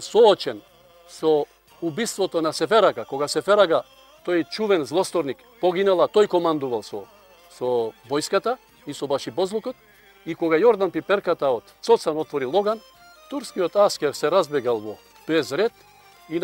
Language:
Macedonian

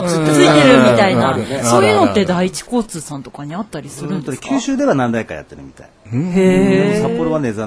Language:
Japanese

